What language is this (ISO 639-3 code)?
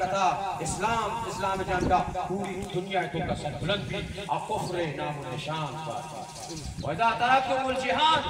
bal